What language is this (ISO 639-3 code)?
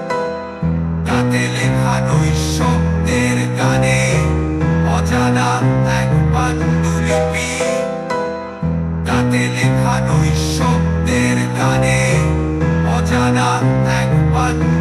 ben